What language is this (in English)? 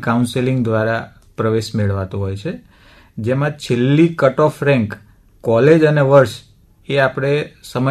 Gujarati